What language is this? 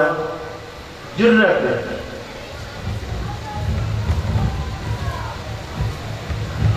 Urdu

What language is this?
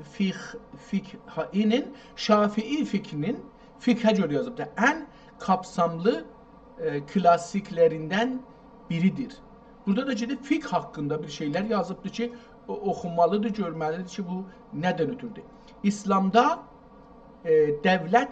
South Azerbaijani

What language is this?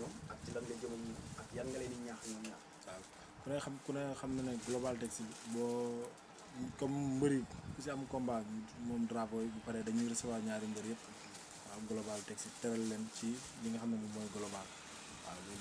Wolof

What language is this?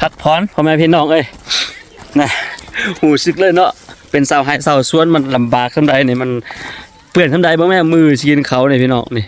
Lao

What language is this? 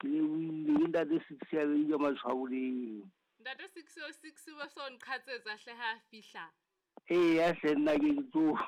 Southern Sotho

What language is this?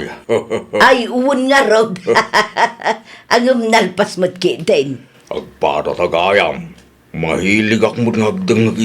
Iloko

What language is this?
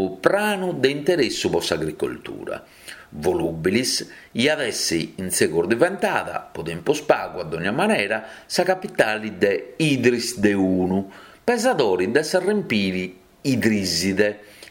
Sardinian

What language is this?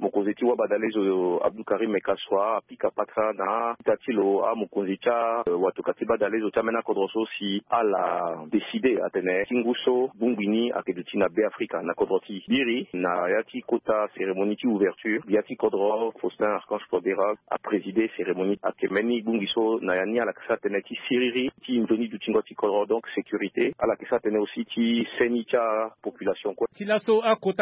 Sango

